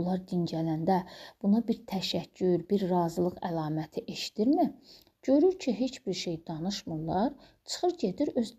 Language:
Azerbaijani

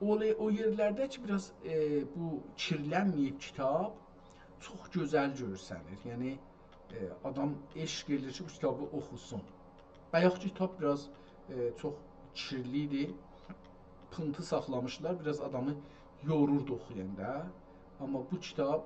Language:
South Azerbaijani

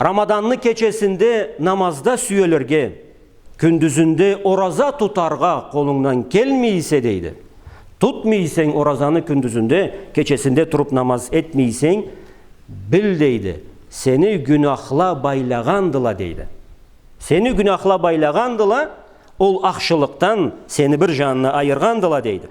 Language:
Karachay-Balkar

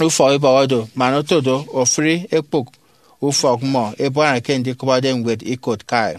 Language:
Efik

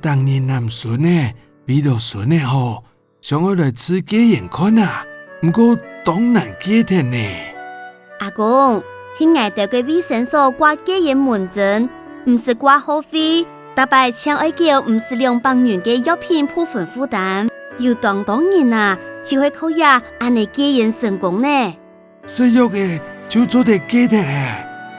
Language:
Hakka Chinese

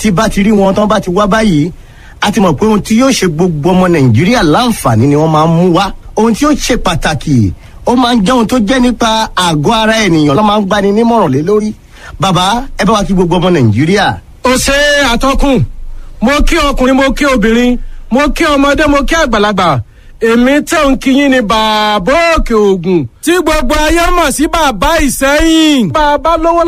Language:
Yoruba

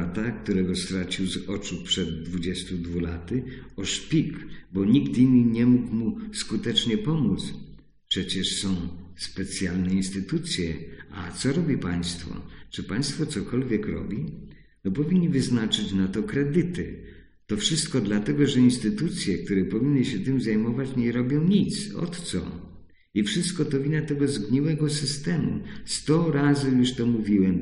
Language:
Polish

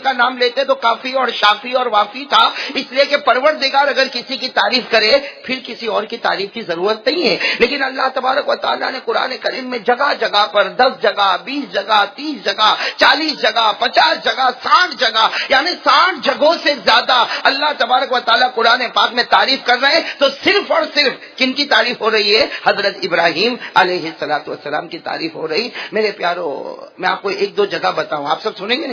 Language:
Urdu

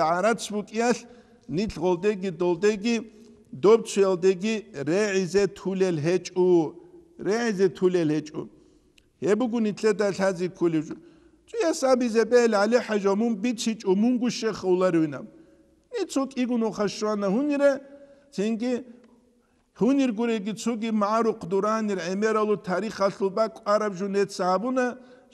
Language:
Avaric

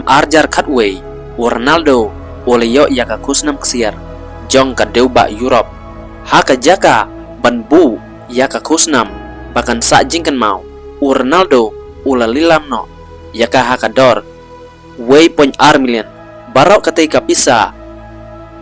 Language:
Khasi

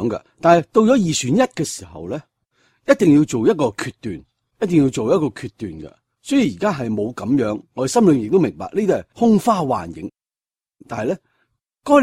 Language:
Cantonese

